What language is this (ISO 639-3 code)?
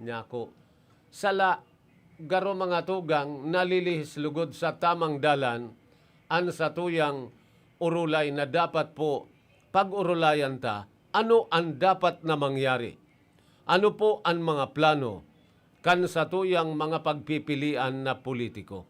bik